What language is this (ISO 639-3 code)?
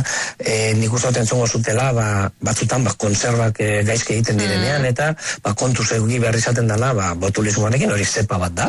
eus